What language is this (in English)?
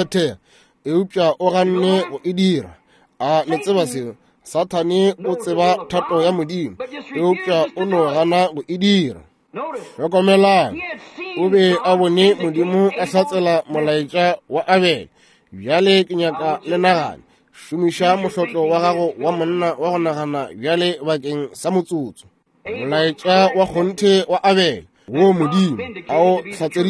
Northern Sotho